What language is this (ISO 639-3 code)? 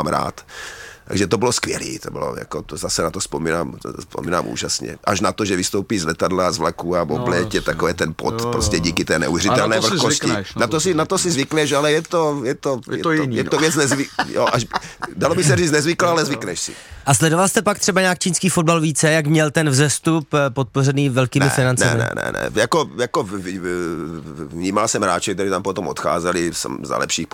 ces